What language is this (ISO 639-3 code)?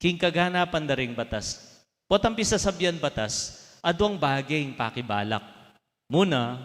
pam